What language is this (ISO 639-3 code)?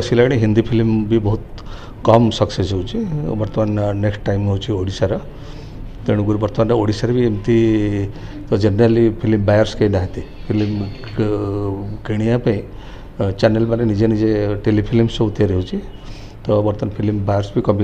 ori